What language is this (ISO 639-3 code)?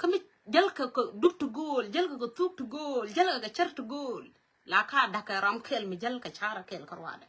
nus